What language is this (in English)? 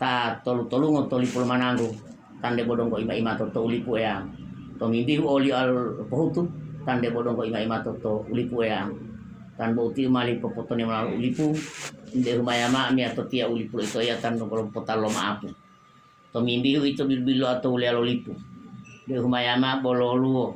Gorontalo